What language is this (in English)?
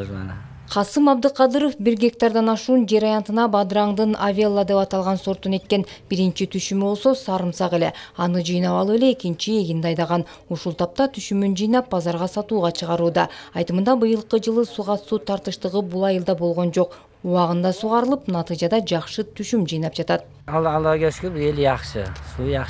Kyrgyz